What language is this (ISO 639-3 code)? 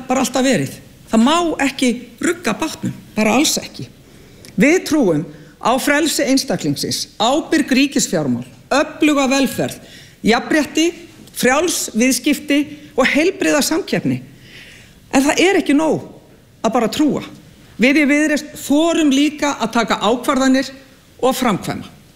isl